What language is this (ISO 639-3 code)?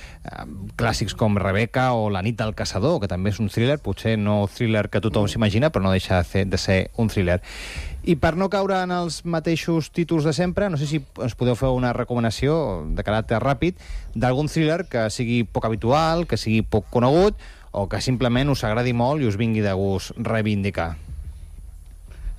cat